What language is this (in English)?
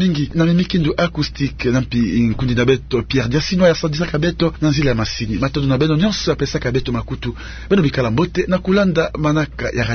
Kituba (Democratic Republic of Congo)